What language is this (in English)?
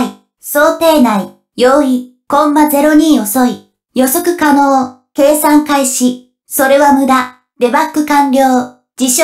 Japanese